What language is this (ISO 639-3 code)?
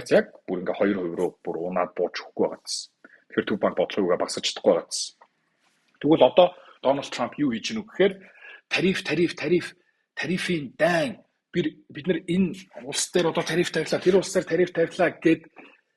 mon